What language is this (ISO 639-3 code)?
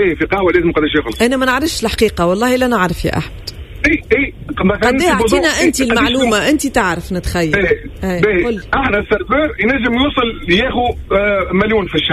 aeb